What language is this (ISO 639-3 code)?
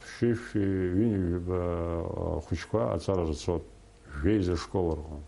abk